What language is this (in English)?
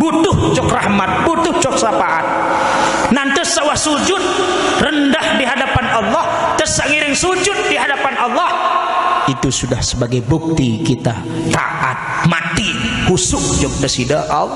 Sasak